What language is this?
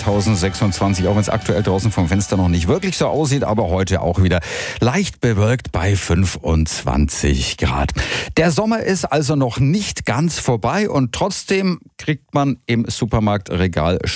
German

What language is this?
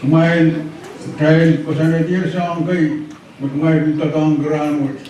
Pohnpeian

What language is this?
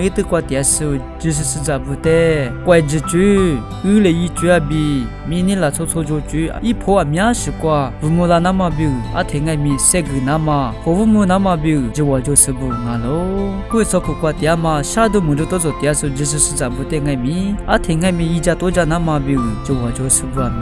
Lisu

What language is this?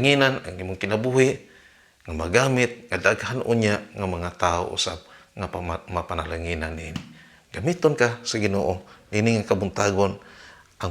Cebuano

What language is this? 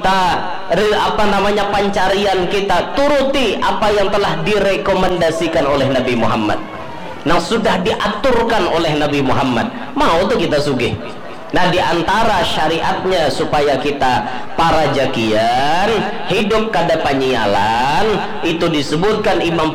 Banjar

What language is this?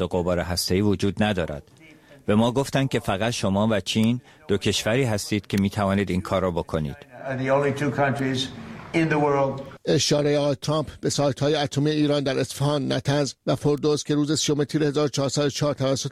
Persian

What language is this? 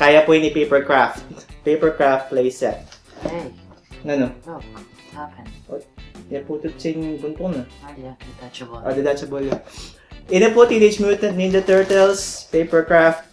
Pampanga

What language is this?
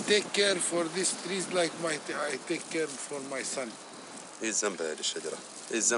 Basque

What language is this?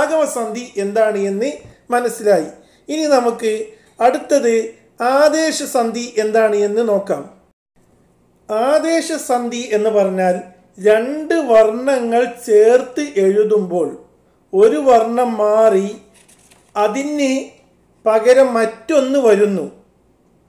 Malayalam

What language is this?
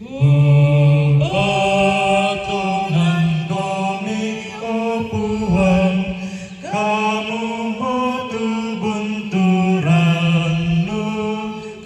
Toraja-Sa'dan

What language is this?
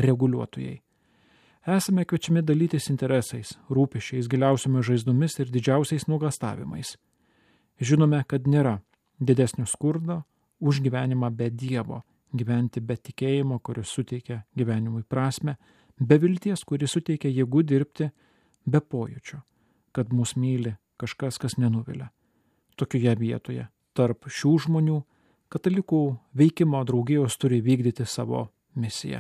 Lithuanian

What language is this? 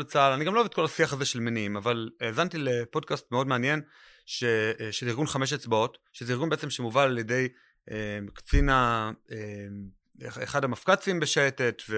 Hebrew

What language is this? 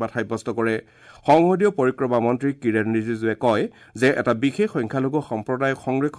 Assamese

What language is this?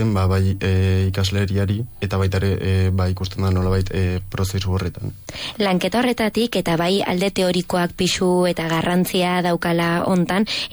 Basque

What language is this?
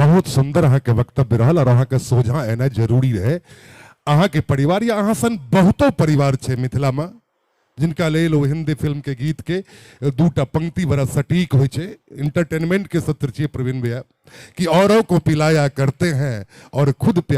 Maithili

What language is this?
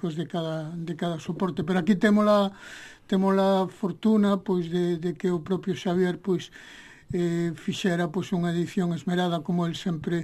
Galician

